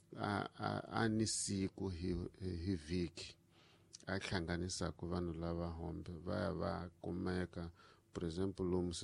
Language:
Tsonga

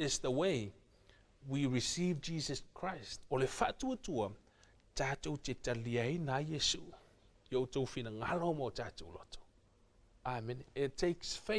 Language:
Samoan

